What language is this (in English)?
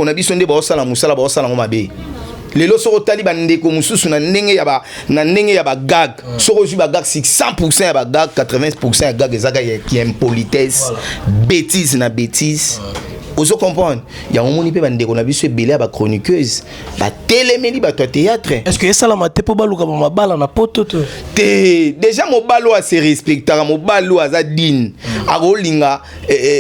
Lingala